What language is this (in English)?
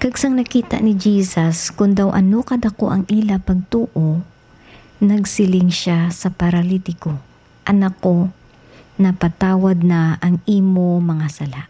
Hiligaynon